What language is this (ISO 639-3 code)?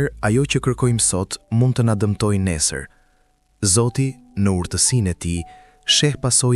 sqi